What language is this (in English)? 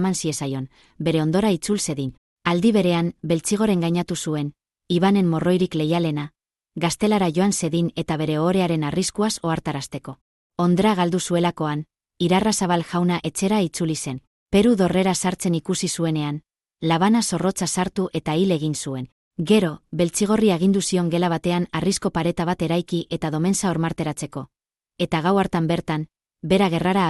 Basque